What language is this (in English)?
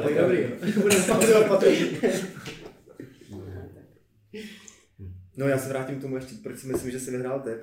Czech